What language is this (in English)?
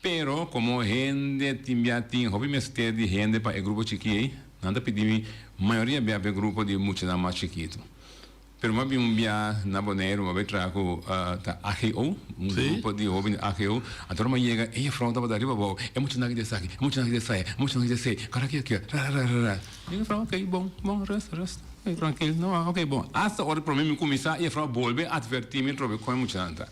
Papiamento